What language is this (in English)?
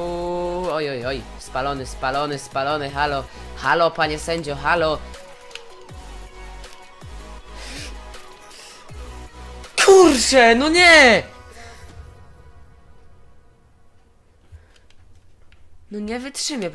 Polish